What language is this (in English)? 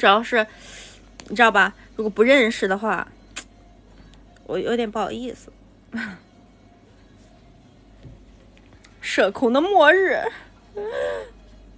Chinese